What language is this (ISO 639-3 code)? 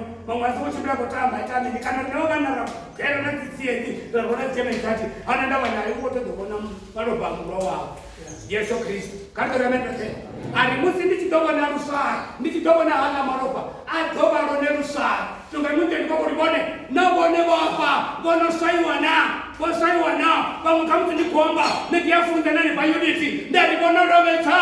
ven